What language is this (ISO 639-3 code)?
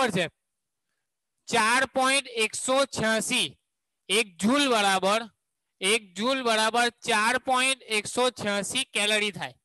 guj